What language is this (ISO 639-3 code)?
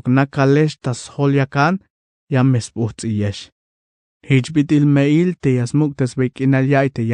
tzh